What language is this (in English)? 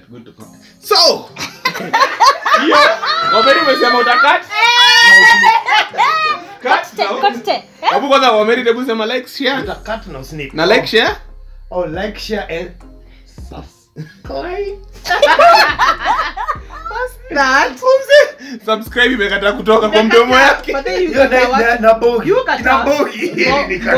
Swahili